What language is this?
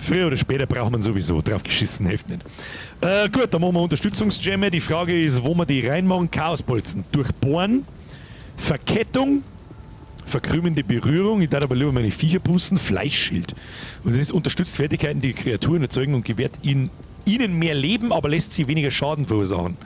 Bavarian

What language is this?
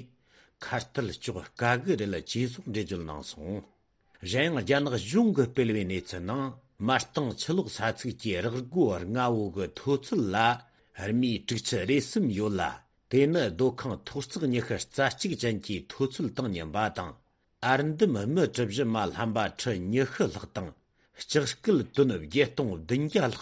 Tibetan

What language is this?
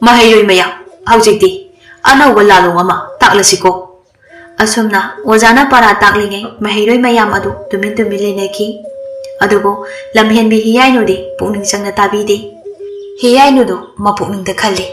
Manipuri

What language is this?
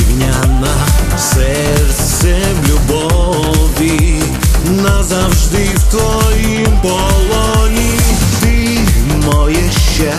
Ukrainian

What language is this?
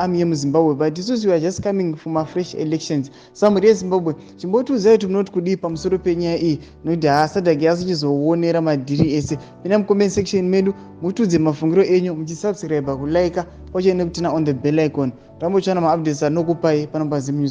Shona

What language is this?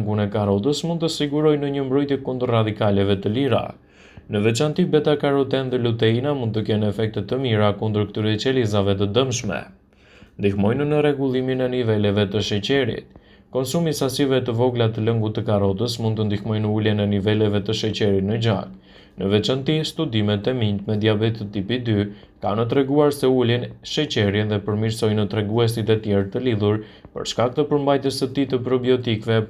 Albanian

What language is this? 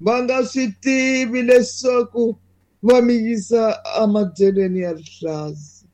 Tsonga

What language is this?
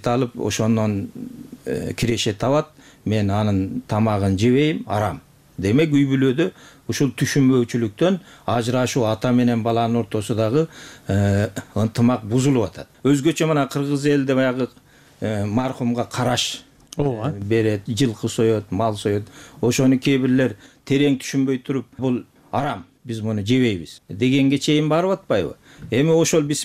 Kyrgyz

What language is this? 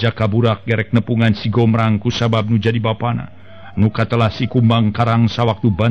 Sundanese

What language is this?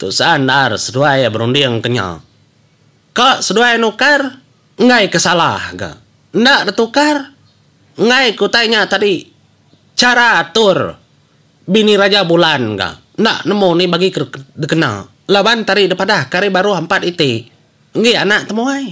Iban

